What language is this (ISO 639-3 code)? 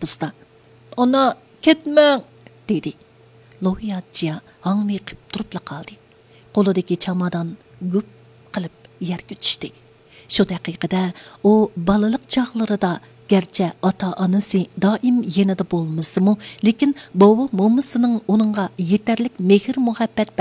uig